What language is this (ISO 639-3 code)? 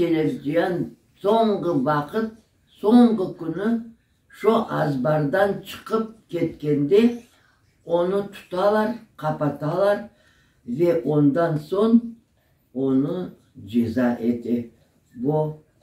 crh